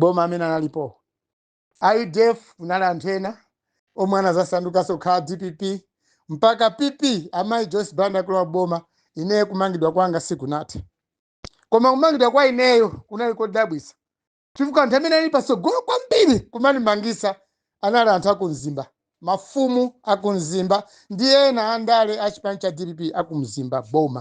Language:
Nyanja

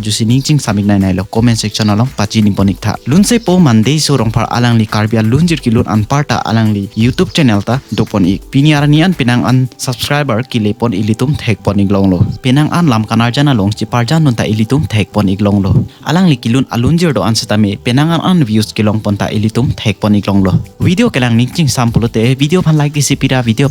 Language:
Karbi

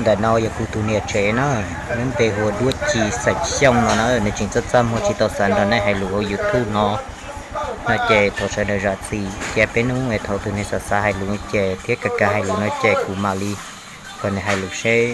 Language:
Hmong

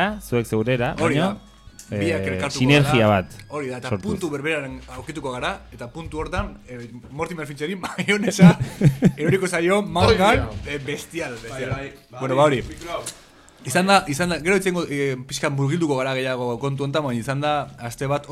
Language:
Basque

